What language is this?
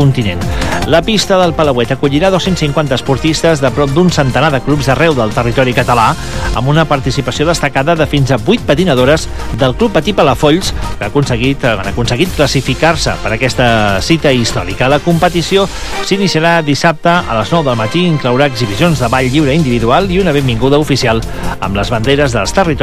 Catalan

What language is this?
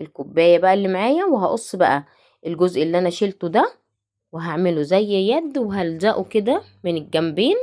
Egyptian Arabic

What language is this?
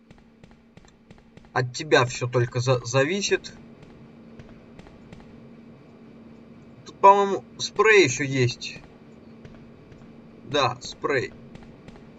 Russian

